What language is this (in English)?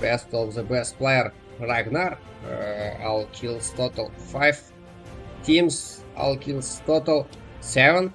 Kara-Kalpak